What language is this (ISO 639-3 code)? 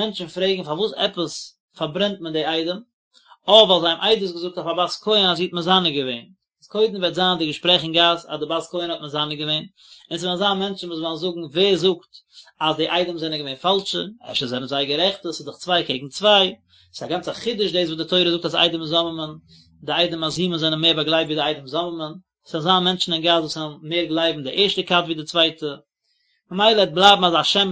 yid